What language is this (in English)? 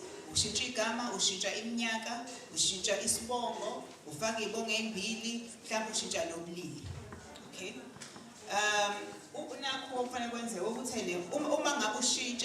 Zulu